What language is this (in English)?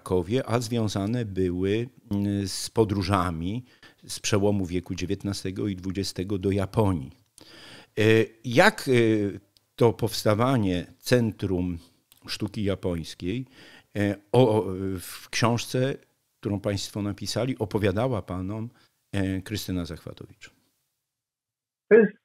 Polish